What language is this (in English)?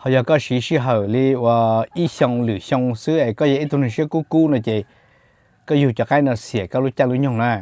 Hmong